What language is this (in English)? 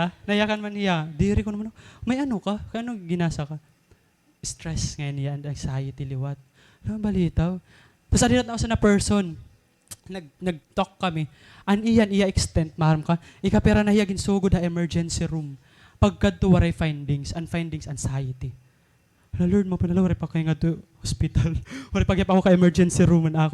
Waray